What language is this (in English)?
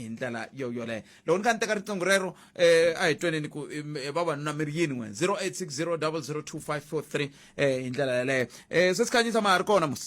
Tsonga